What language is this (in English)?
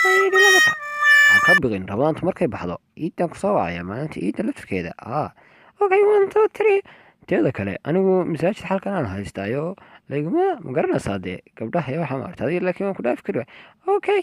Somali